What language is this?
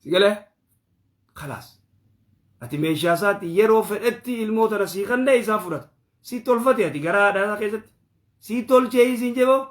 Oromo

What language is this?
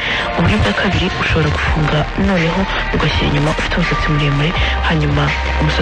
Kinyarwanda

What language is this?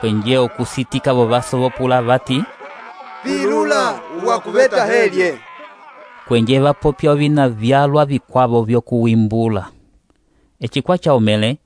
Umbundu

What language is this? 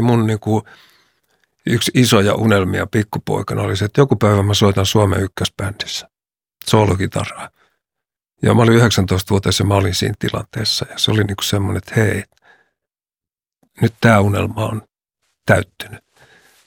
Finnish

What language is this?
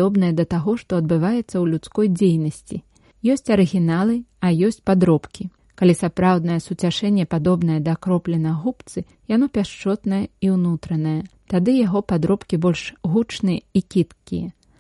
Belarusian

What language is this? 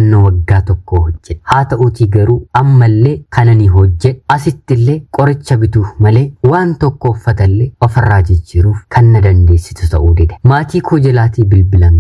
Oromo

